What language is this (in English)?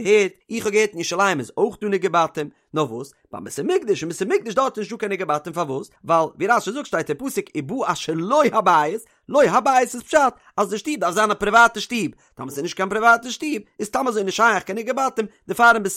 Yiddish